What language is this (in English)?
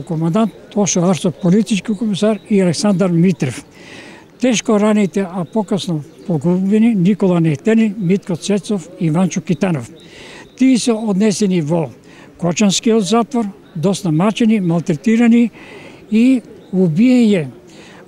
Macedonian